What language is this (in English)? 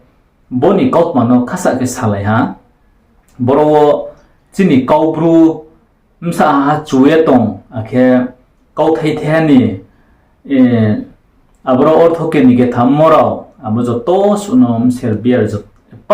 Riang (India)